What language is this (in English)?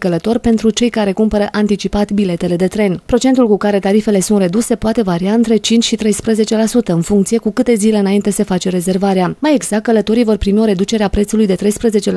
Romanian